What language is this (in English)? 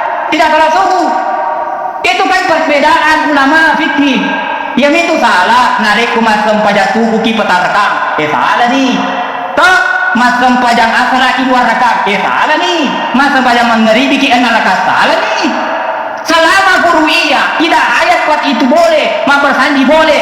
Buginese